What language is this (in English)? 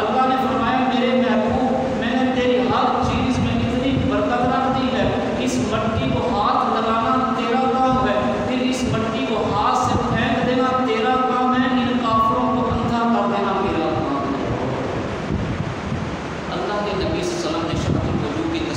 Urdu